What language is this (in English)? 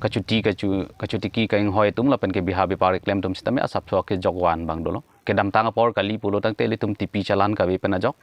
Karbi